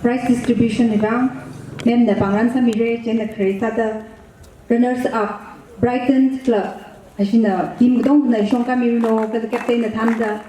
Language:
Tangkhul Naga (India)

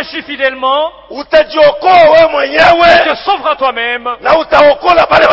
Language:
Swahili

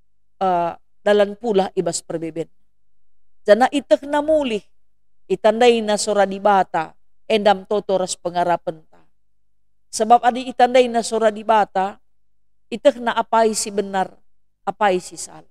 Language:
Batak Karo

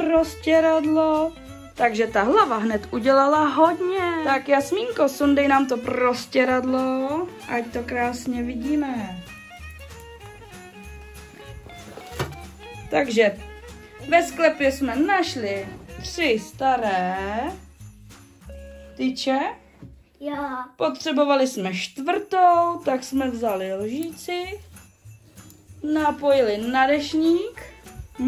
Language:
Czech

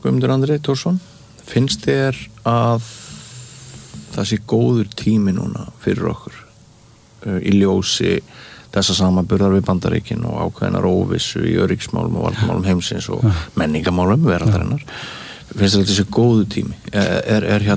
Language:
Icelandic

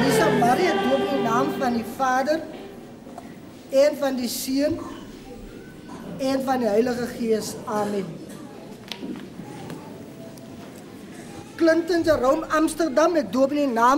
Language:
Afrikaans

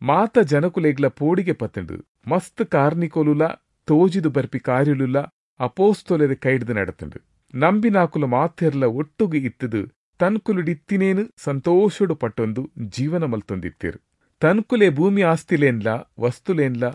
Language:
Tulu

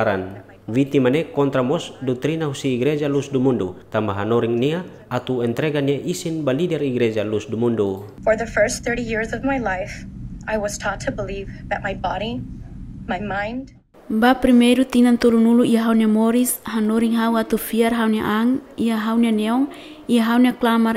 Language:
Tetum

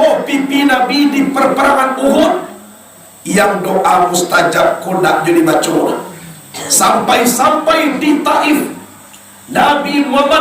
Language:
Minangkabau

